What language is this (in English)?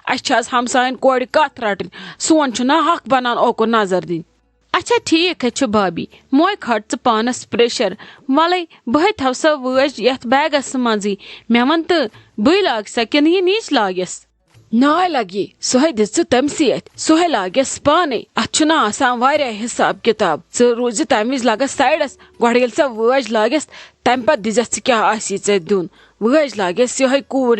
Kashmiri